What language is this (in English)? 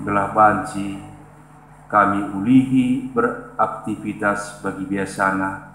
Batak Karo